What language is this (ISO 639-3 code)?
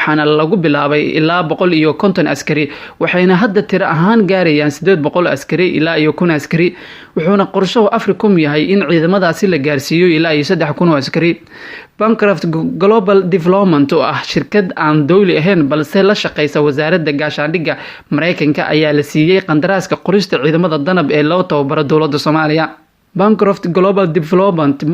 som